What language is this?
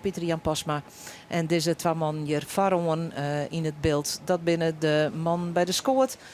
Western Frisian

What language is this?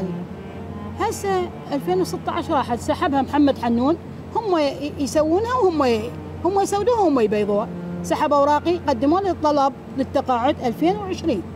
Mesopotamian Arabic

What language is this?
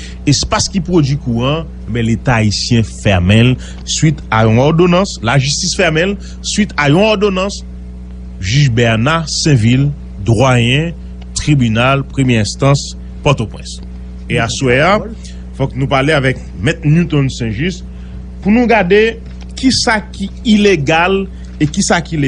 Haitian Creole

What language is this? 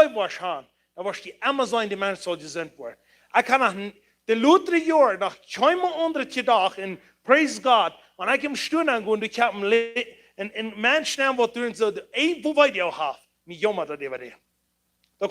Plautdietsch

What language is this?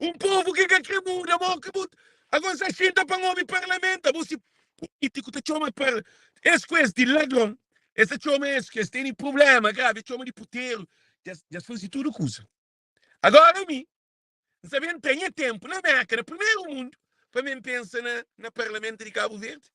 Kabuverdianu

